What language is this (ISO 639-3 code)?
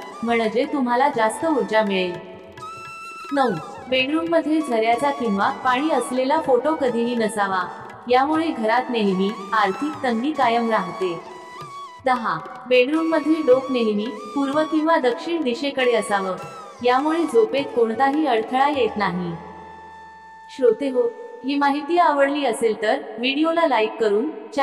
mar